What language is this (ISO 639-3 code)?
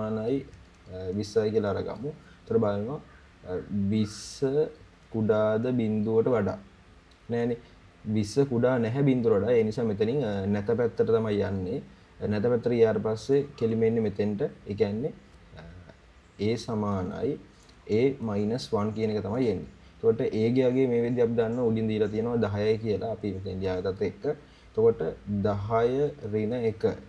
sin